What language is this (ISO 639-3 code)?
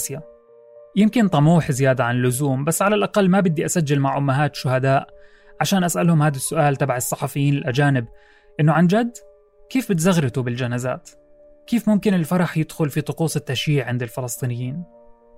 apc